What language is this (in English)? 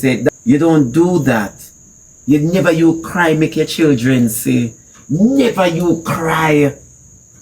Jamaican Creole English